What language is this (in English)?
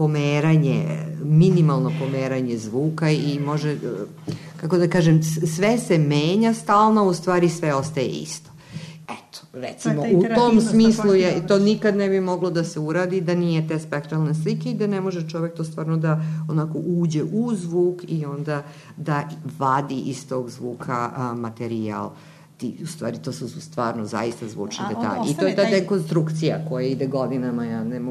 Serbian